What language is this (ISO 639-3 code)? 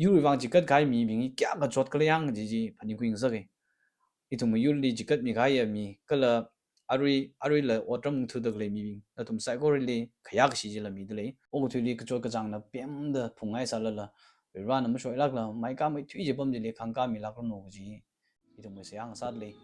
nmf